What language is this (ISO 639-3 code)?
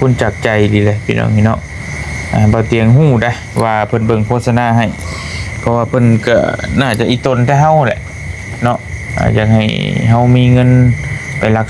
lao